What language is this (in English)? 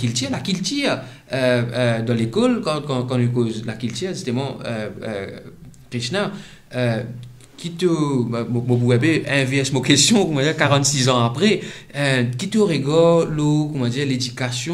Morisyen